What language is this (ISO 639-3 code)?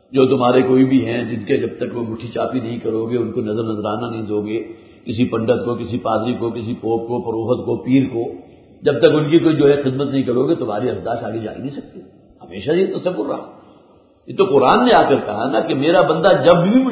urd